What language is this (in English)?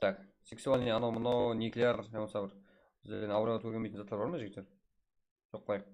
Kara-Kalpak